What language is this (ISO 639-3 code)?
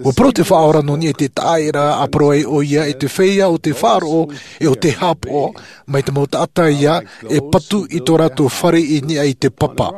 tah